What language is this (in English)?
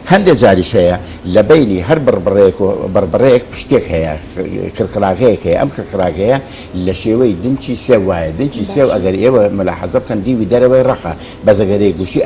Central Kurdish